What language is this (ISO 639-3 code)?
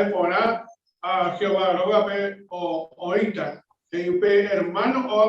grn